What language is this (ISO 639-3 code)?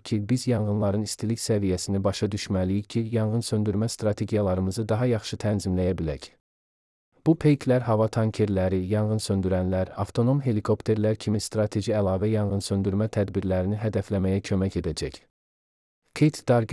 aze